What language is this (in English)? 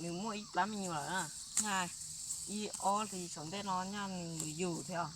Hmong